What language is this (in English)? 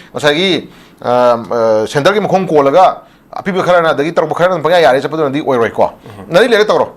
Manipuri